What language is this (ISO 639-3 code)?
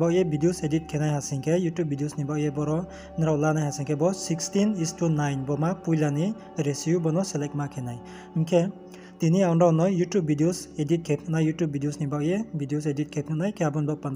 ria